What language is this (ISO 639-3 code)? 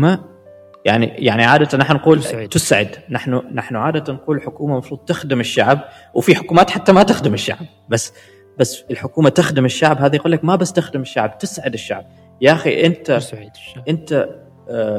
afb